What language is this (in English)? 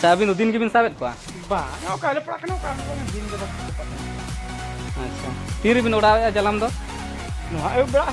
Santali